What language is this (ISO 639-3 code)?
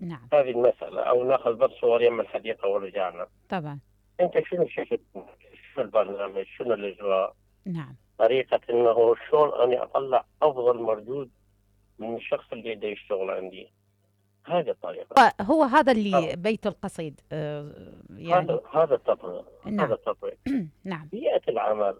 acm